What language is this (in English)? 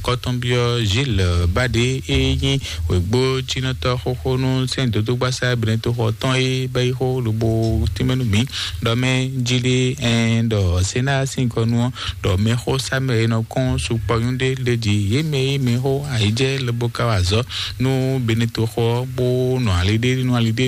Fon